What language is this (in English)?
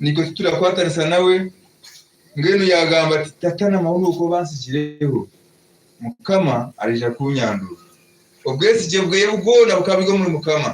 Nyankole